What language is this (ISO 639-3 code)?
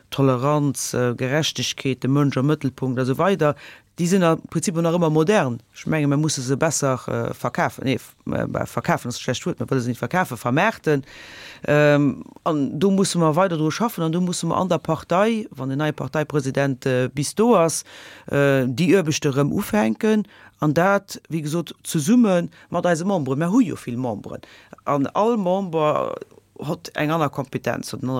ltz